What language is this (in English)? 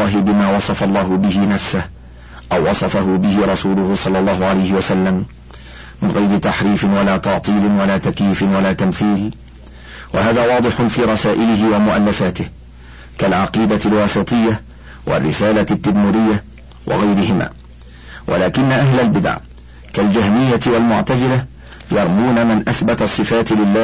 Arabic